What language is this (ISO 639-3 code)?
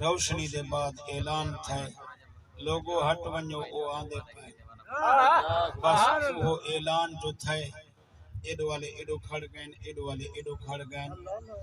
skr